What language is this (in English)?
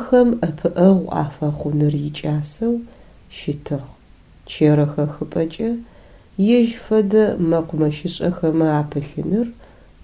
Adyghe